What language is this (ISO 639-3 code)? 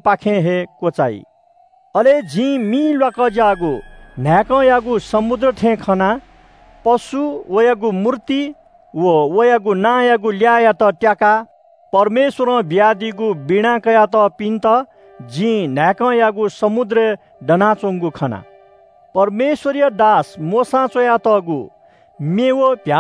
new